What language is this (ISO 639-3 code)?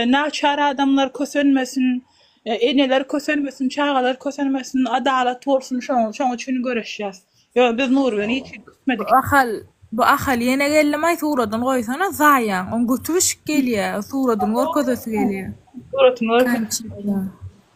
tuk